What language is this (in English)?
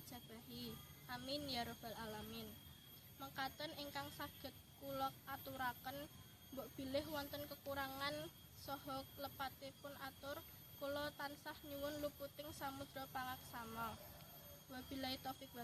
Javanese